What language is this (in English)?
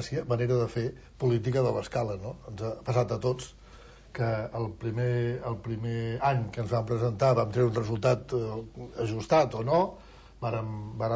Catalan